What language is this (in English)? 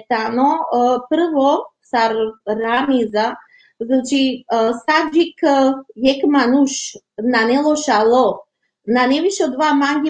Balkan Romani